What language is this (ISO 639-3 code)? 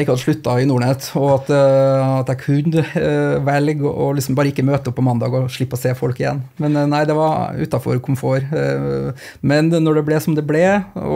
nor